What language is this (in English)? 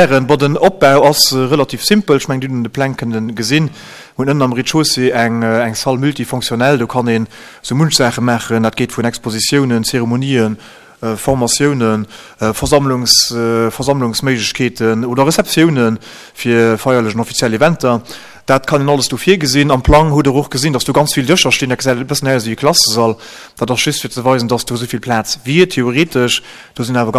Luxembourgish